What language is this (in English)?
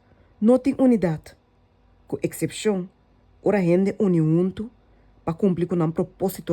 Papiamento